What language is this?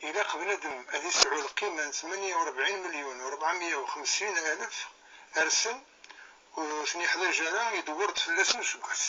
Kabyle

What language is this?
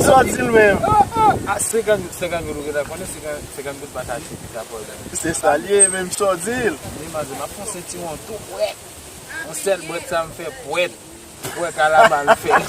Haitian Creole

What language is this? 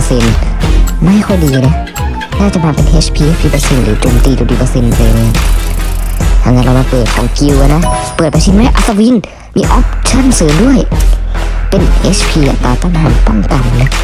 Thai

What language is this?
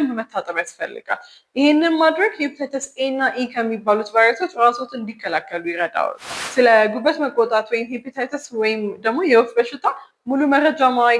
Amharic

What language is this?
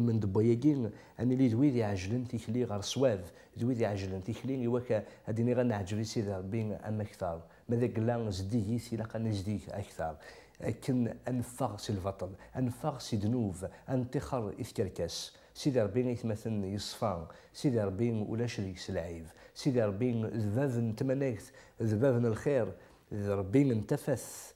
Kabyle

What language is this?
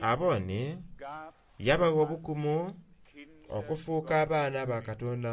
Soga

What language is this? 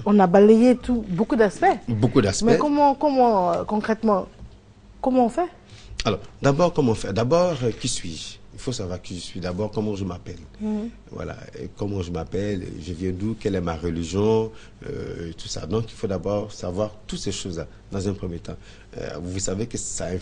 French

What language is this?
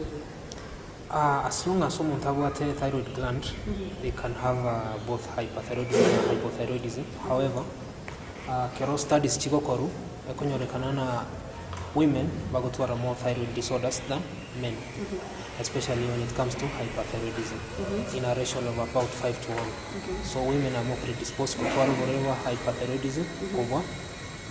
Gusii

